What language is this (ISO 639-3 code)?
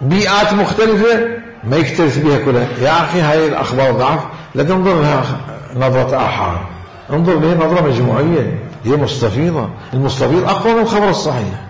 acm